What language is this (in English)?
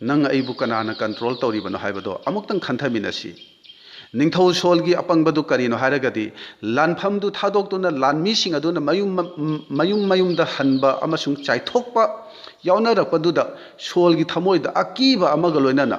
Manipuri